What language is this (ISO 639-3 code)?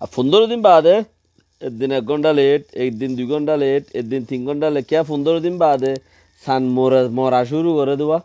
rhg